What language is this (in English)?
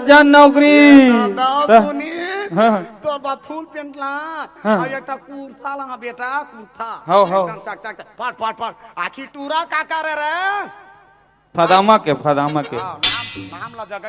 Chhattisgarhi